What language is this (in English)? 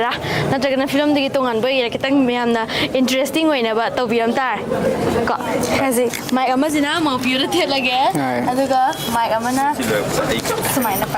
Manipuri